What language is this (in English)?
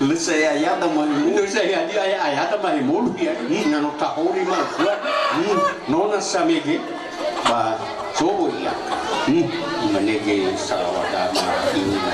Nias